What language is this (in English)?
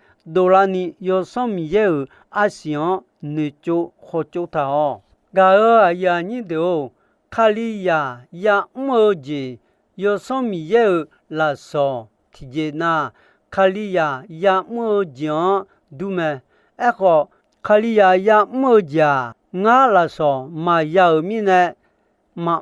Akha